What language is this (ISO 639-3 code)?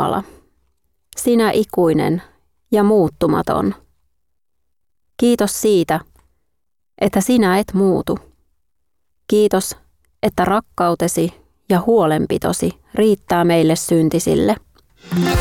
fin